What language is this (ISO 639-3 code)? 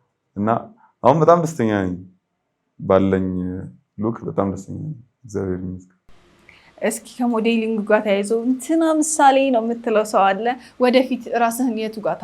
amh